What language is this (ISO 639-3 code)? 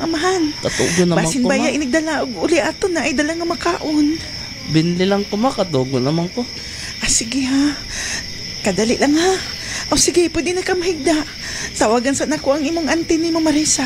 ceb